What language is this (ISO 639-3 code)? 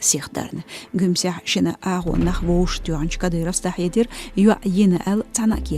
che